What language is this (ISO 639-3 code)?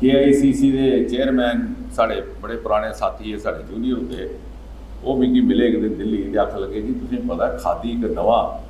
doi